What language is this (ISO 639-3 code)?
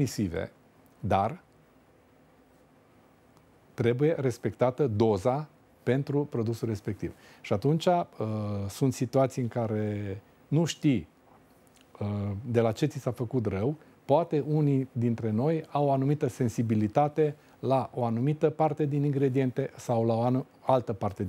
ron